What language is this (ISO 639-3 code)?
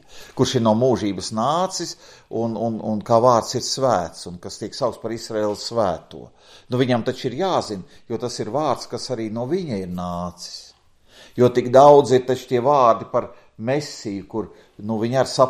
lav